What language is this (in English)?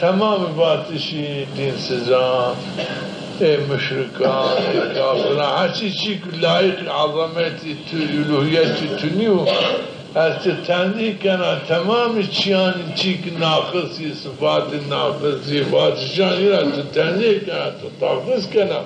Zaza